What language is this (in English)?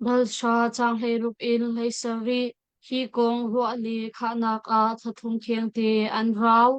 Hakha Chin